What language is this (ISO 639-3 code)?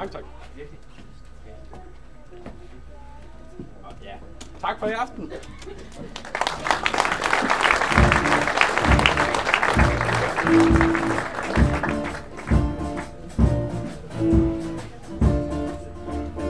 dan